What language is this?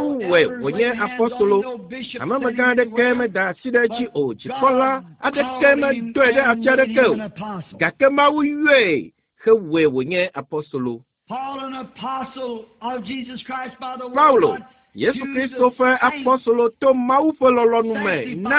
Ewe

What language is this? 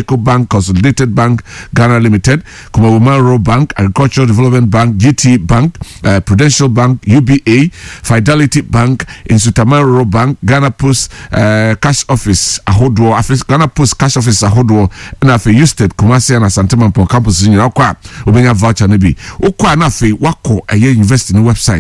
Akan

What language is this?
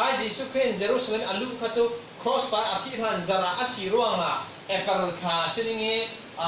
Falam Chin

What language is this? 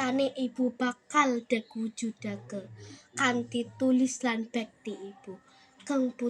Javanese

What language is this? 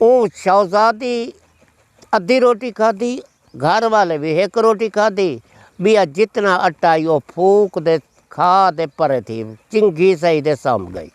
Saraiki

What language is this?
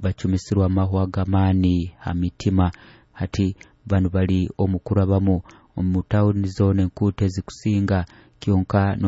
Nyoro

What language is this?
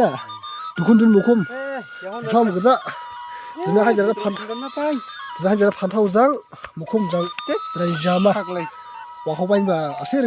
Dimasa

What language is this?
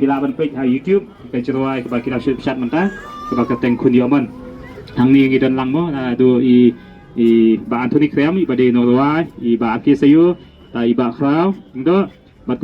Khasi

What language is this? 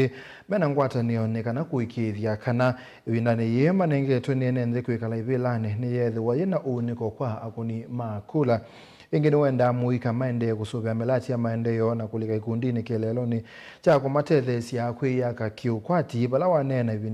Kamba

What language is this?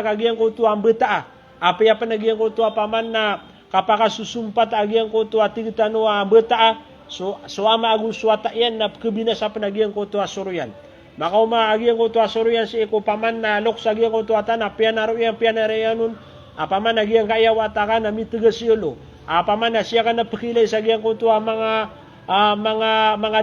Maranao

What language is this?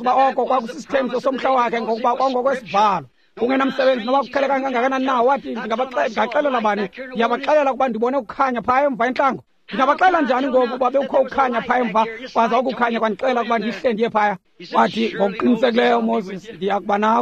Xhosa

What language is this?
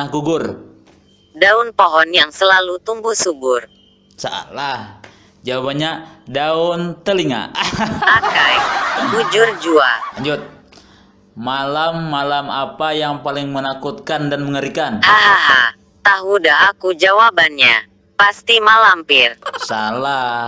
Banjar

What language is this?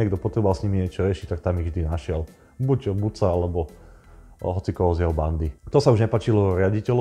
Slovak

